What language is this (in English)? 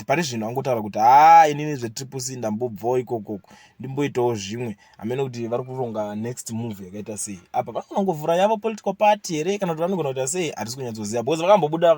Shona